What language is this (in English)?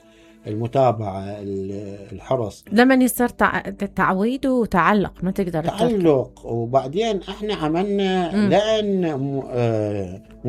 Mesopotamian Arabic